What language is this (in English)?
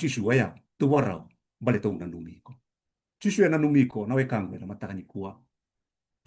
Fijian